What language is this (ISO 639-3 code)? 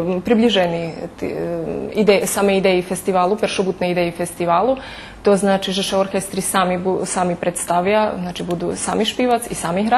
rue